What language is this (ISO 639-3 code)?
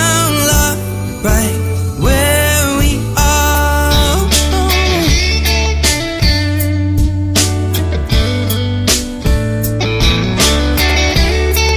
por